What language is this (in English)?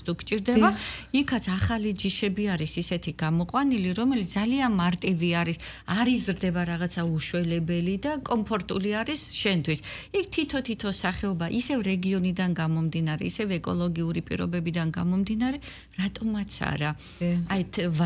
Georgian